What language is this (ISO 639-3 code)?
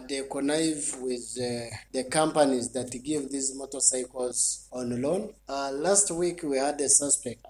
nyo